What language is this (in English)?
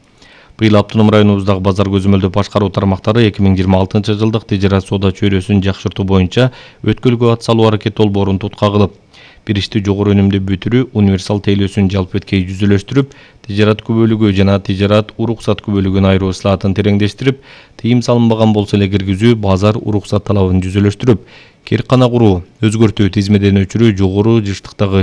Kyrgyz